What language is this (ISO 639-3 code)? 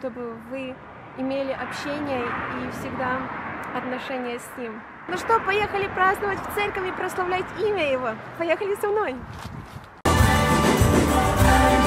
rus